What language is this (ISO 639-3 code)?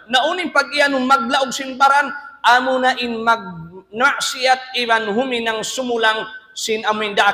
tsg